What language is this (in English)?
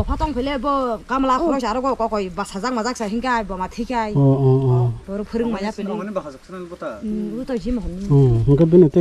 Kok Borok